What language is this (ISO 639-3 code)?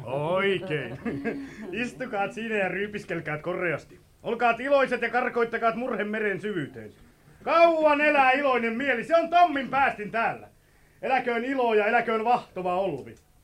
fin